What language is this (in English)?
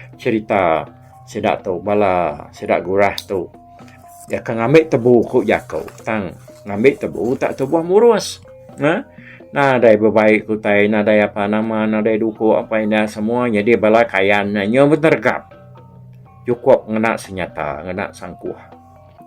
Iban